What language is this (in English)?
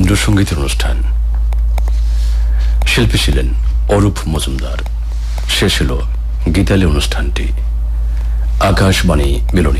Bangla